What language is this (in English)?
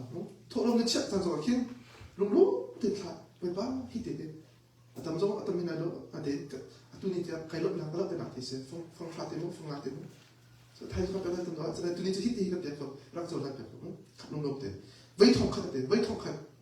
Hakha Chin